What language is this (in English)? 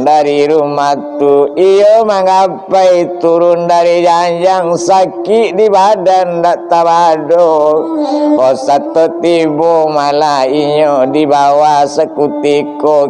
Minangkabau